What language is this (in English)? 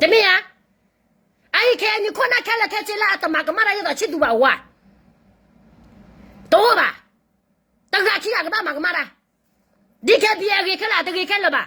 S'gaw Karen